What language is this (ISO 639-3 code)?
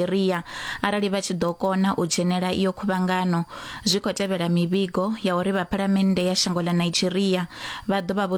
ven